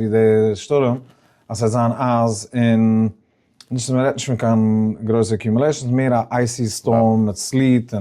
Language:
Yiddish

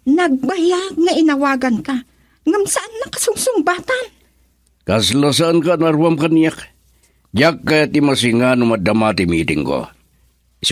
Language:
Iloko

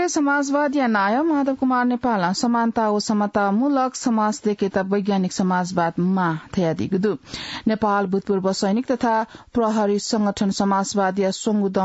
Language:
Newari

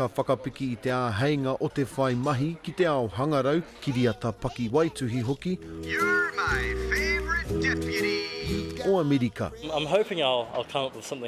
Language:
Māori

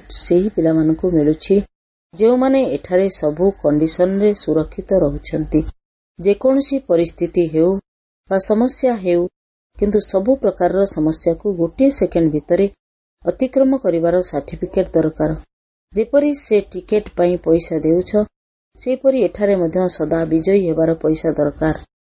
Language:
Odia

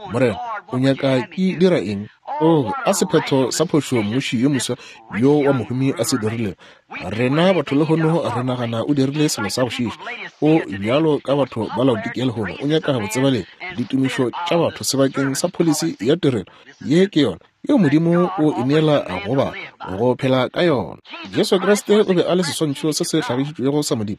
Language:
Northern Sotho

